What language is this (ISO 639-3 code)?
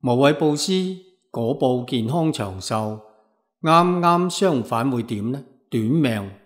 yue